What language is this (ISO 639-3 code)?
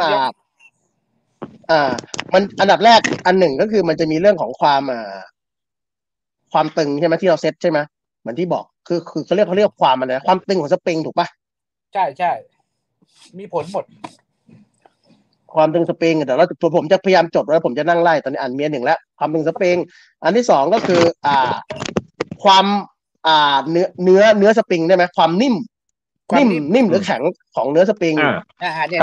tha